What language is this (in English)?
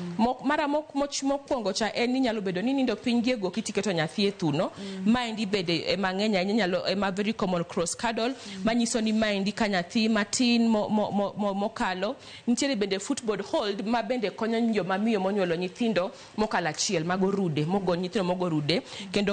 Luo (Kenya and Tanzania)